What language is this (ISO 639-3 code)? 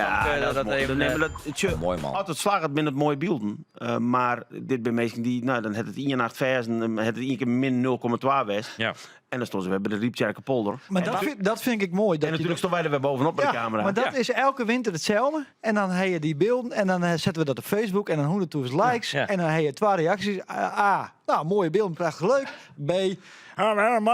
fry